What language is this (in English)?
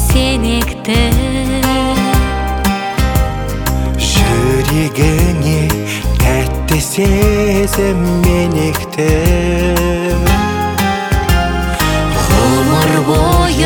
Kazakh